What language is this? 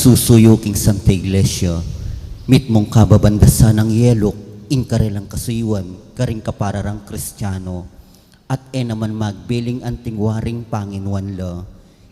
Pampanga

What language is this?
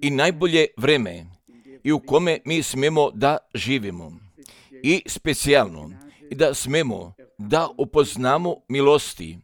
Serbian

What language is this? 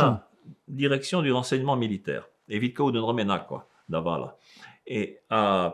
Breton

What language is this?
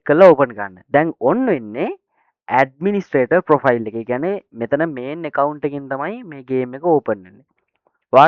Sinhala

